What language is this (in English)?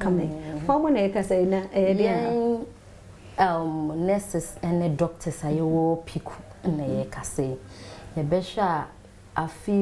Akan